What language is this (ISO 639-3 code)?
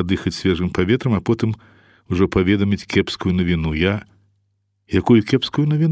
bel